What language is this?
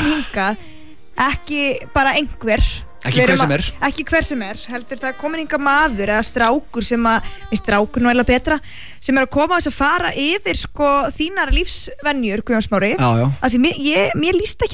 Icelandic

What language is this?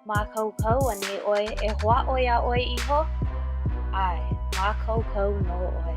Hawaiian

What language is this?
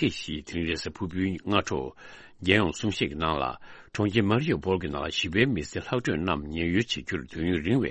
Tibetan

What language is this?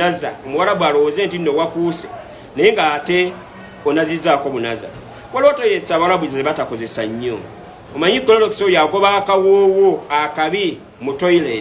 Ganda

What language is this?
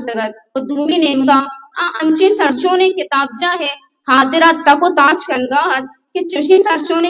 Baluchi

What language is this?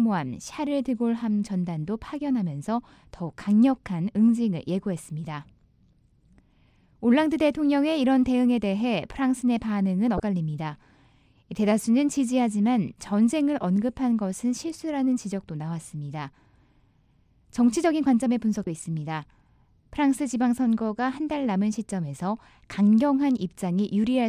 Korean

